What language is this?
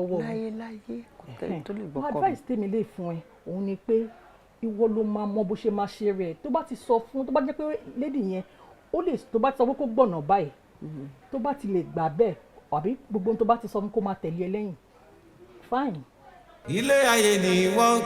Yoruba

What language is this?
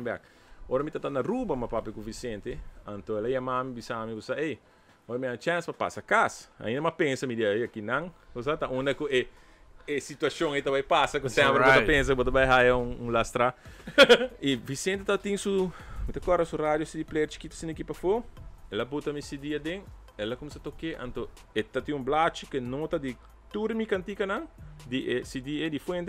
Papiamento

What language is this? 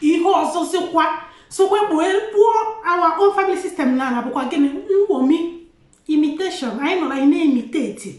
Igbo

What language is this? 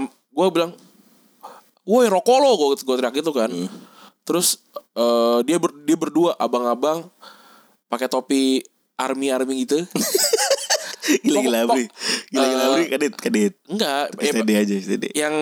Indonesian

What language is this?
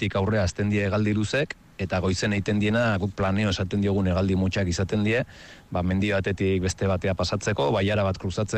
Basque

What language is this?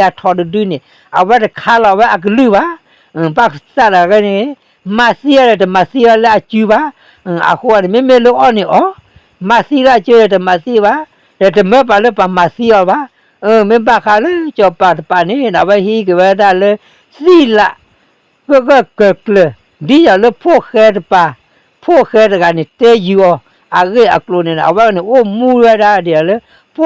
S'gaw Karen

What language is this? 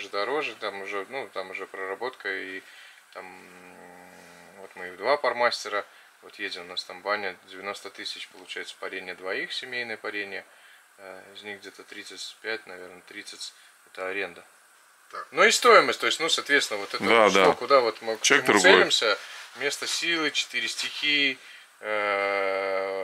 Russian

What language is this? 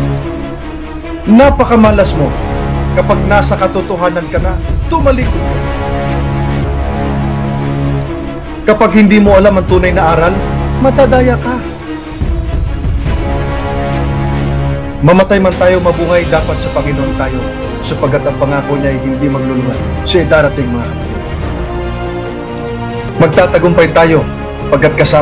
Filipino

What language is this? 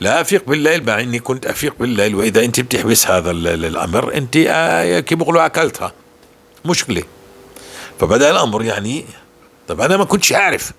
North Levantine Arabic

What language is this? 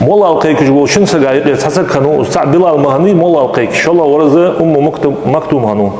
Ingush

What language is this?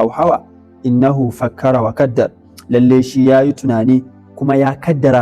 Hausa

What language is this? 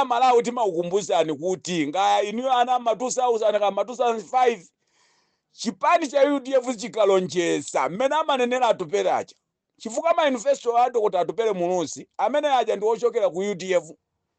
Nyanja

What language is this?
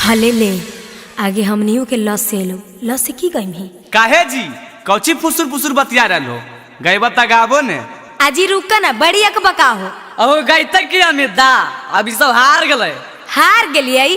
Magahi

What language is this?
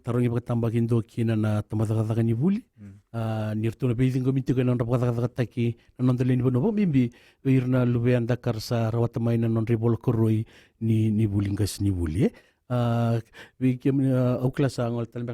Fijian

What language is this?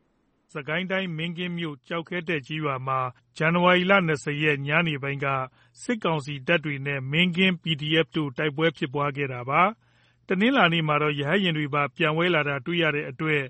Burmese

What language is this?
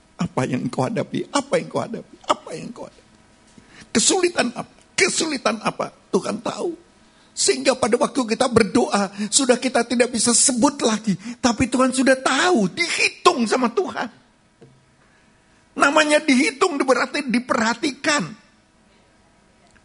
Indonesian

